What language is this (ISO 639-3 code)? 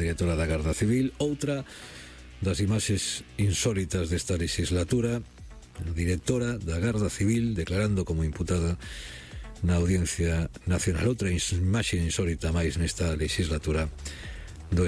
glg